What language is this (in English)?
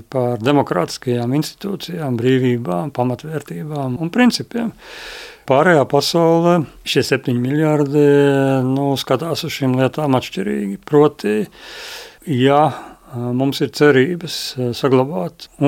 Latvian